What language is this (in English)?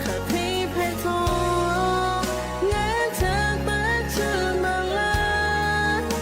Lahu